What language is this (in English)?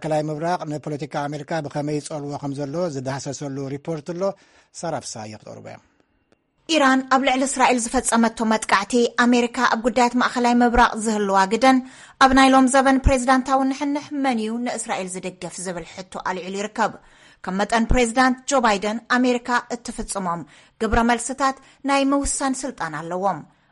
Tigrinya